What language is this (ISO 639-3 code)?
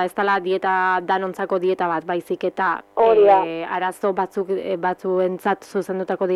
eus